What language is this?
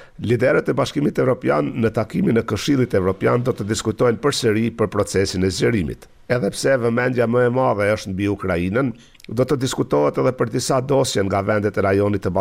Albanian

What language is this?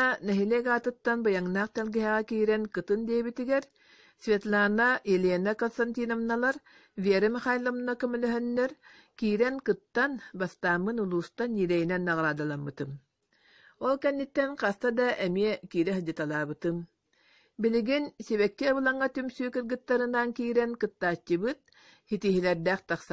Yakut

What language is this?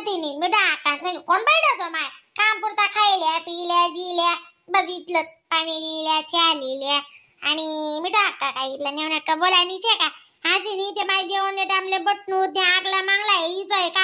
Khandesi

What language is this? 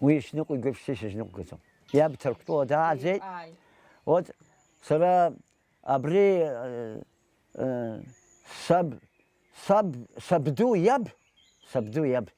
Abkhazian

